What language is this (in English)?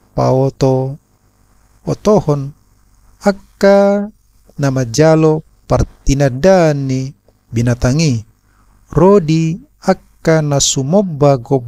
Batak Toba